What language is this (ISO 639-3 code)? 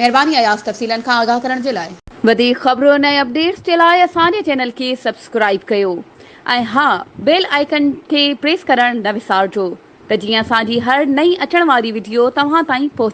snd